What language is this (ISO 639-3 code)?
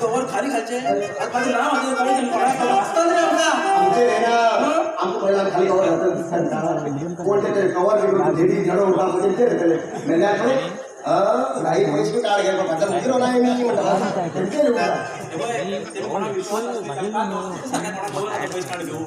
kok